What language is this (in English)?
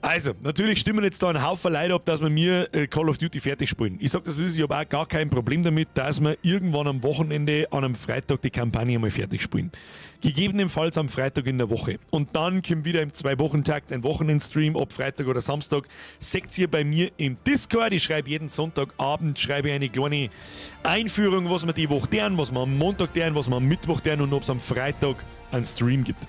Bavarian